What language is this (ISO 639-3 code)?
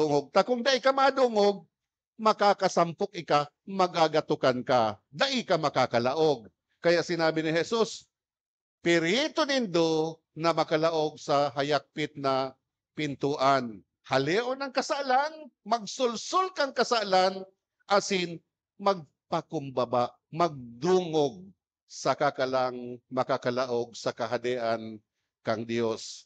bik